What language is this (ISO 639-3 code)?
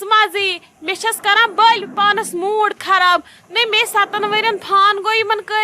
kas